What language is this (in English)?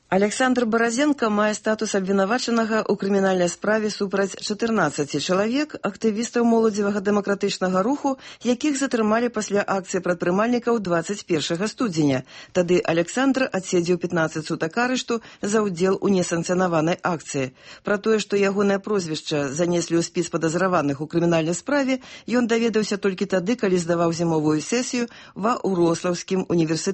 Belarusian